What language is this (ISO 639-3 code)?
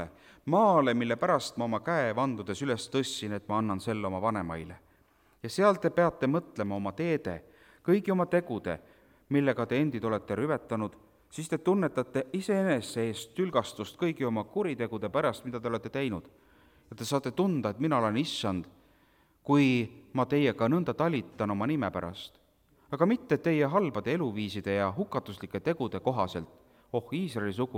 est